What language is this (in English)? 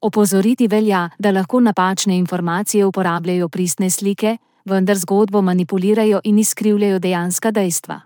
Slovenian